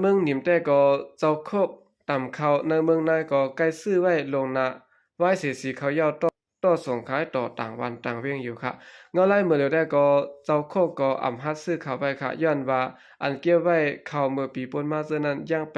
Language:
Shan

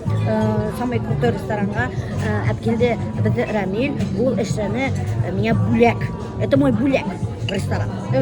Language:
Bashkir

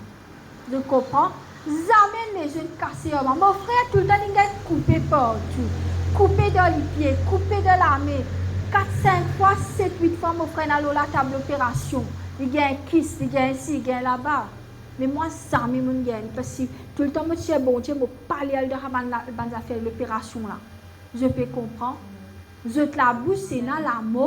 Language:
Morisyen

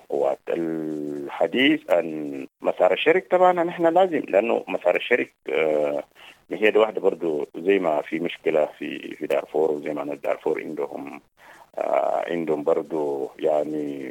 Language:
Sudanese Arabic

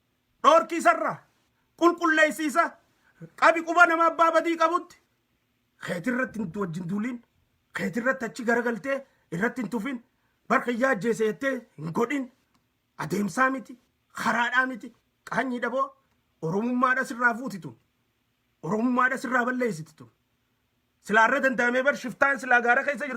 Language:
Oromo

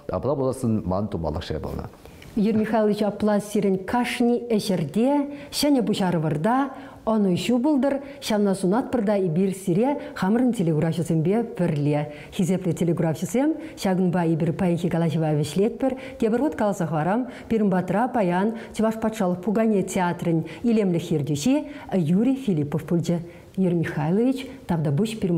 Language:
Chuvash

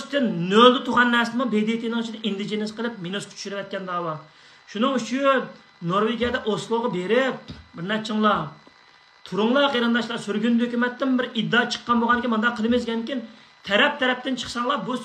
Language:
Uyghur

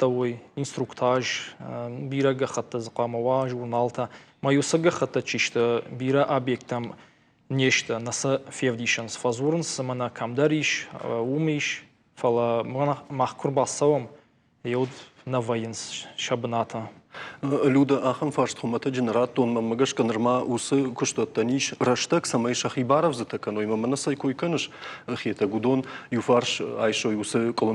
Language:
Ossetic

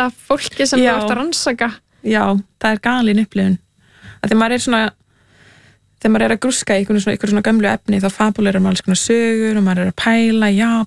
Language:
Icelandic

